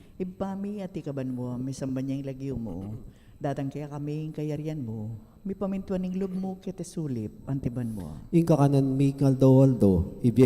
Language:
Pampanga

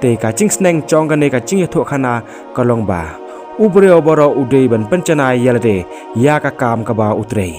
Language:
Khasi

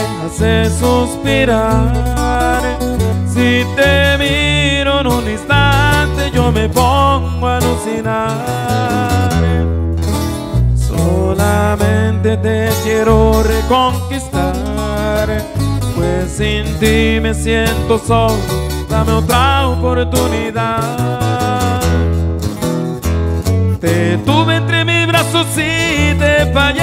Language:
Spanish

